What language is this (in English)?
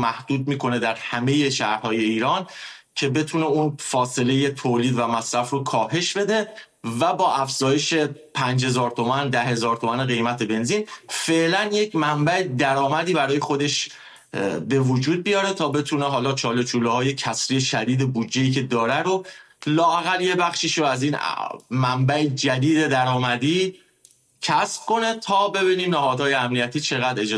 Persian